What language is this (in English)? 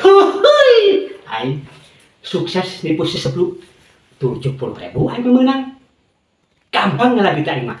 Sundanese